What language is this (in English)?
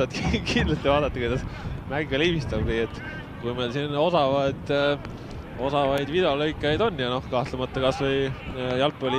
Estonian